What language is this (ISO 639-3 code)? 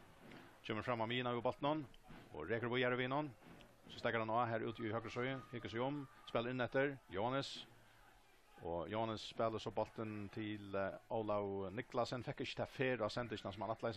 fao